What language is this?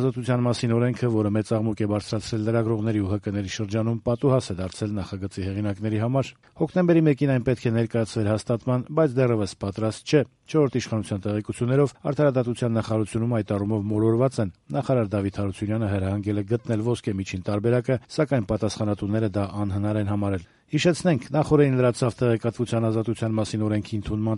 Armenian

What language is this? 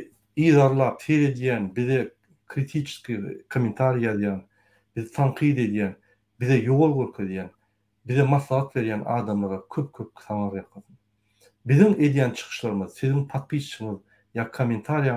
Turkmen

